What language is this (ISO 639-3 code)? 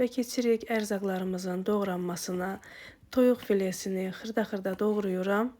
aze